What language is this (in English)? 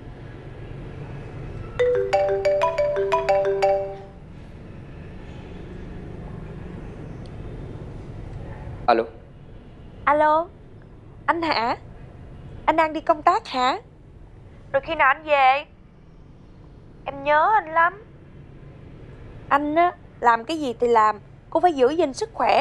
Vietnamese